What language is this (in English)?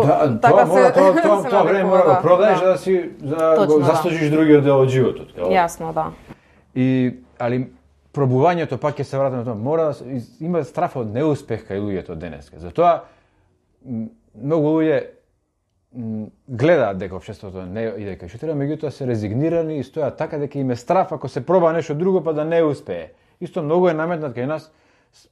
Macedonian